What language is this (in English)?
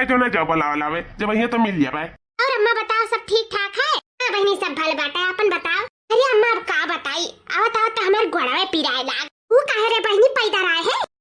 Awadhi